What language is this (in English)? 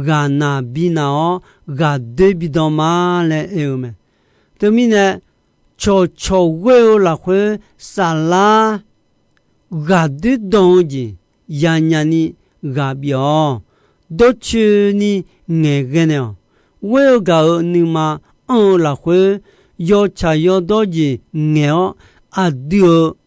Akha